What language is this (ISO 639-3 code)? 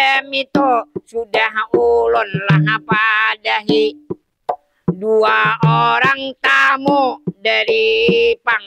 bjn